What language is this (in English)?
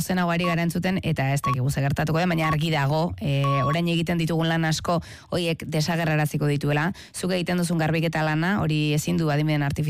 Basque